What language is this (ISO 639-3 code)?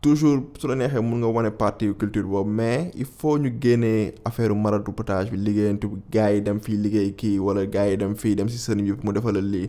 wol